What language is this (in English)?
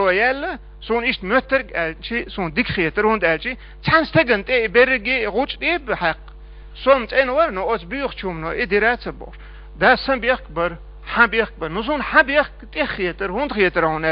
Chechen